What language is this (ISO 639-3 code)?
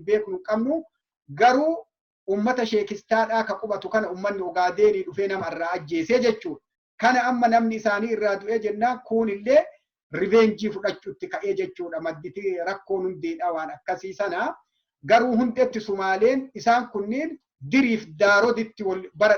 orm